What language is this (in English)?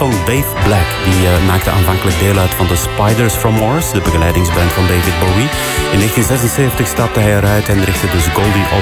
Dutch